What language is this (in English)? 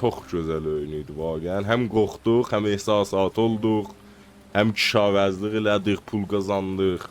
South Azerbaijani